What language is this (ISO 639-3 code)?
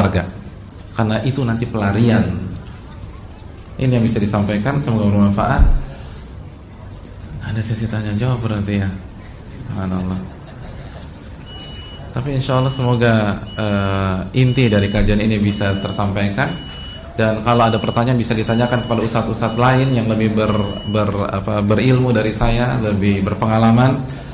ind